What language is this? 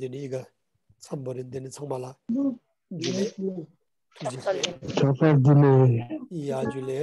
Ladakhi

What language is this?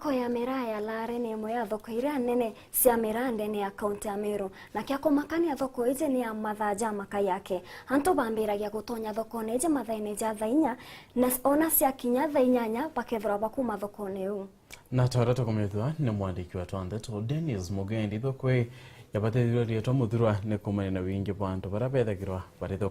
Meru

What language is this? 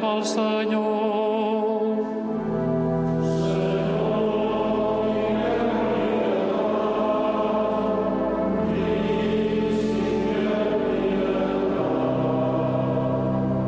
Catalan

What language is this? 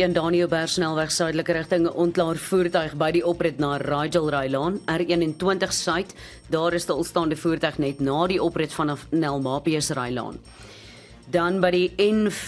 Afrikaans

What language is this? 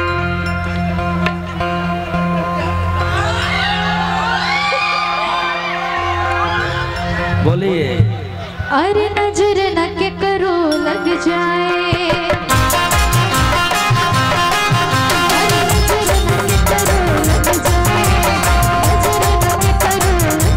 Bhojpuri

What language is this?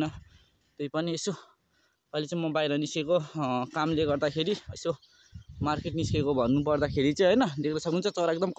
Nepali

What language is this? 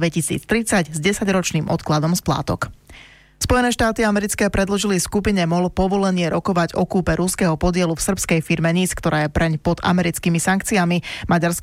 Slovak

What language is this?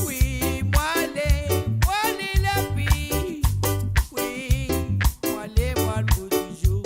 Morisyen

